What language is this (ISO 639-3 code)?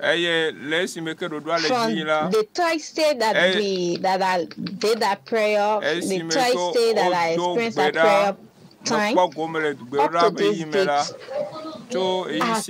ewe